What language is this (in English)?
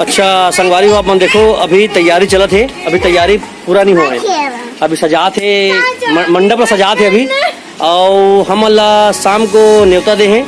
Chhattisgarhi